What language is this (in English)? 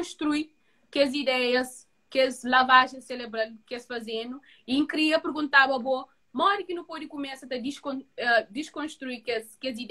Kabuverdianu